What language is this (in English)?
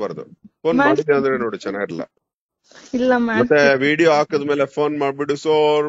Kannada